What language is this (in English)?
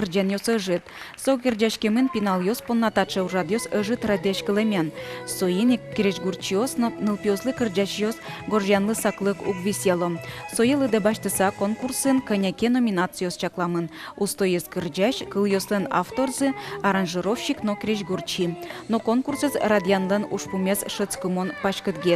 Udmurt